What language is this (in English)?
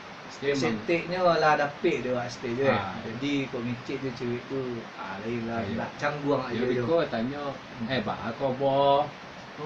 Minangkabau